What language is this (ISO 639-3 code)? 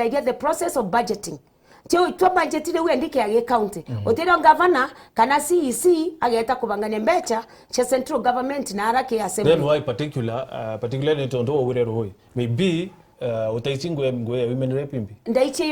mer